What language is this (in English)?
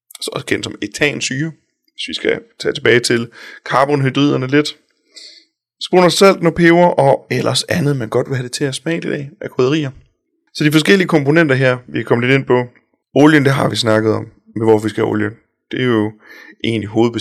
Danish